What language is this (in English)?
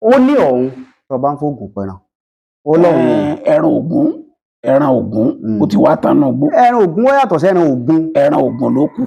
Yoruba